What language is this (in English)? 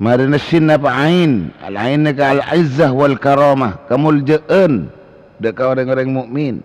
Madurese